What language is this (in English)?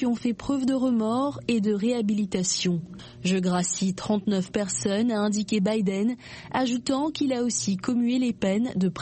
French